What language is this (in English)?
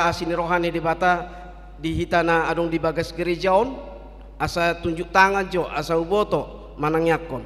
Batak Toba